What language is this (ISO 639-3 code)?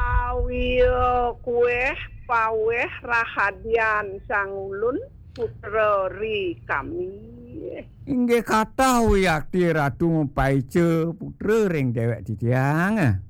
ban